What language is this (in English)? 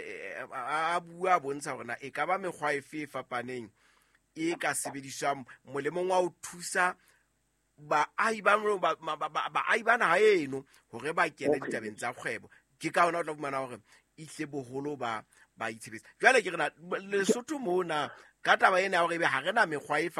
Southern Sotho